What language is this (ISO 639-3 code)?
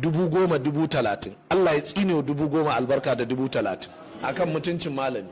hau